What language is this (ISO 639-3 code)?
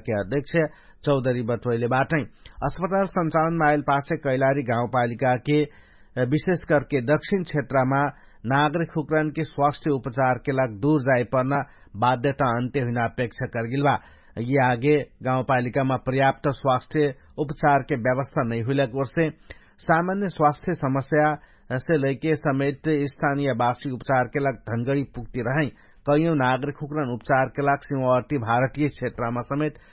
thl